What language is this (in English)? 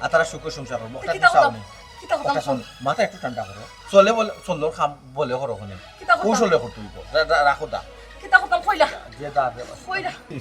Sylheti